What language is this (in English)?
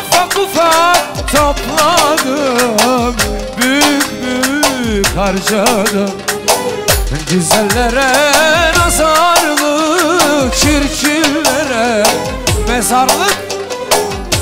Turkish